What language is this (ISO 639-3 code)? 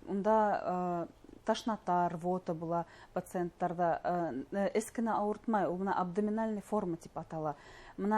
bak